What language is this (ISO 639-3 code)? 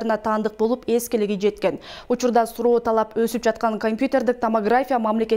kir